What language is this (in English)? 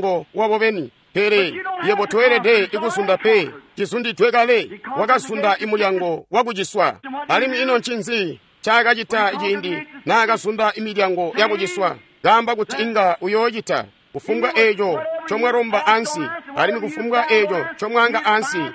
Tonga (Zambia)